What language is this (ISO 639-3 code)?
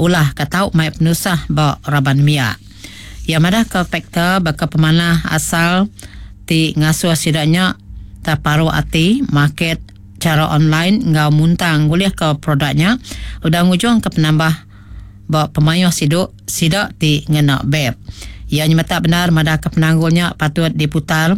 iba